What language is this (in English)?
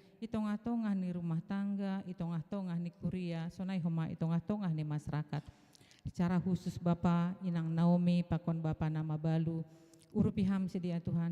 Batak Simalungun